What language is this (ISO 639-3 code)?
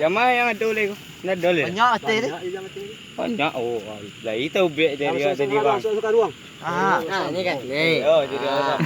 min